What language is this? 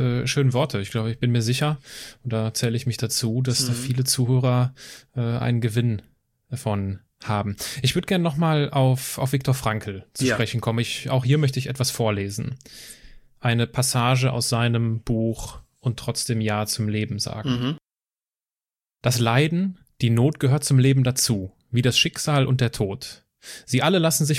German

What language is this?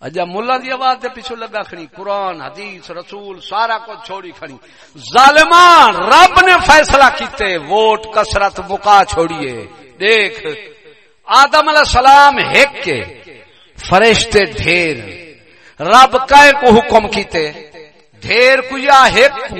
Saraiki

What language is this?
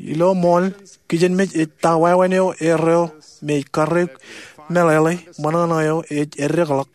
Marshallese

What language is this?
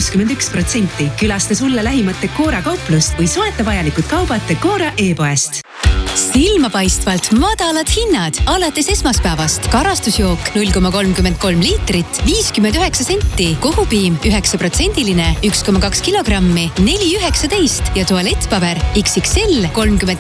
Estonian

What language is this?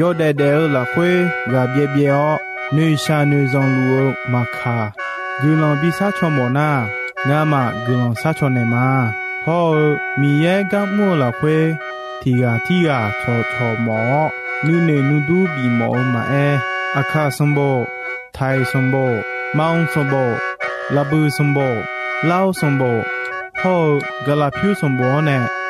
Akha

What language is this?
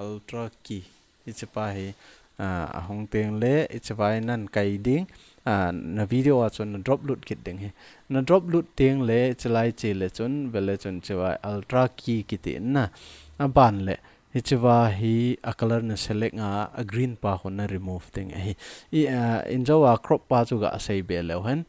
Thado Chin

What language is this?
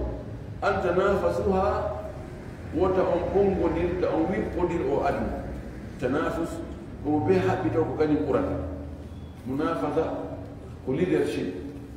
Fula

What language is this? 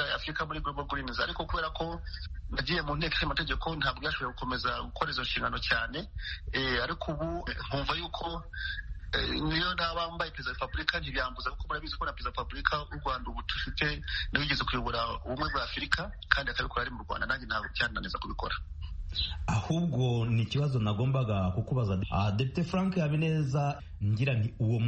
Kinyarwanda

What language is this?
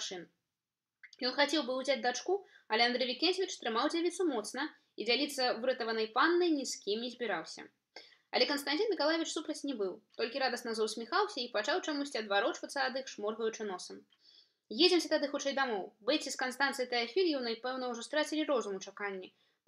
Belarusian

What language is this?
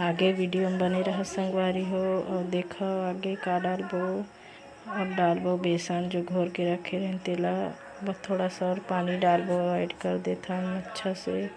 Chhattisgarhi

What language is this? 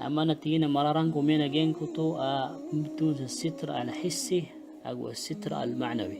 Maranao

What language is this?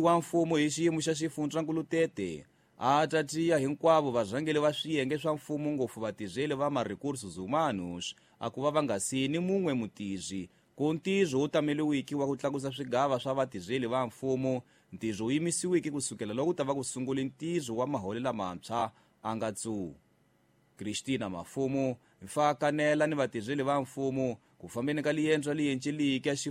Tsonga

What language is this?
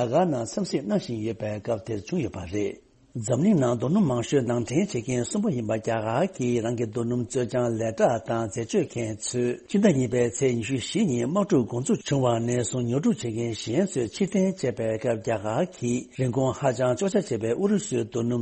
Tibetan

